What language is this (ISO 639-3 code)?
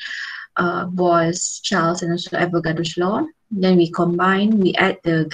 msa